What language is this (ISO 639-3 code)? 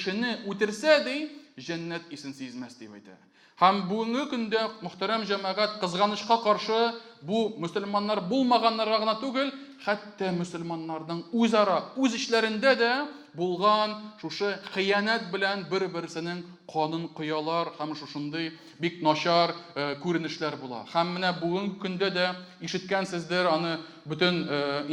tat